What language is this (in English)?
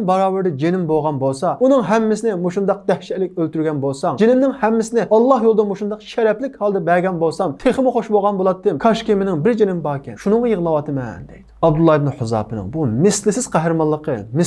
Uyghur